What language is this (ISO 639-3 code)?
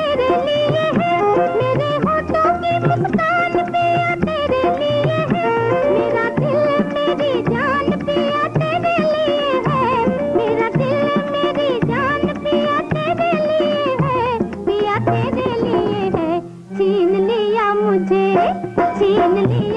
hin